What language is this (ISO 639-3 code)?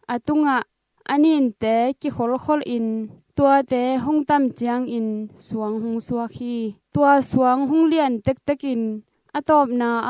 ctd